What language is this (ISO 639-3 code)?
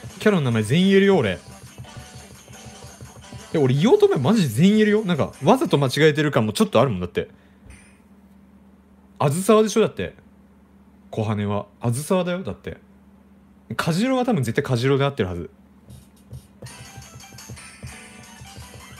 jpn